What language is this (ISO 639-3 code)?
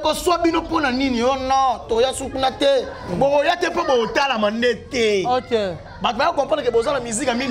lin